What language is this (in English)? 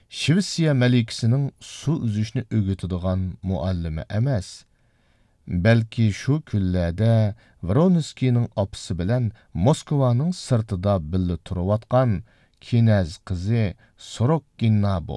Uyghur